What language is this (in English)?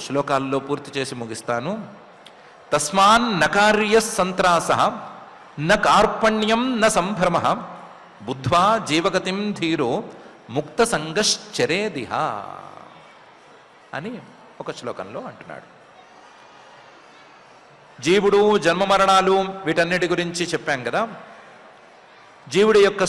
Telugu